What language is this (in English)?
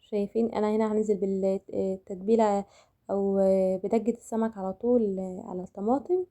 Egyptian Arabic